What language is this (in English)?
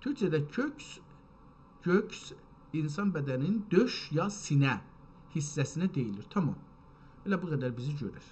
South Azerbaijani